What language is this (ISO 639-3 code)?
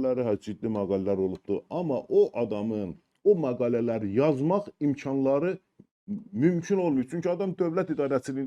aze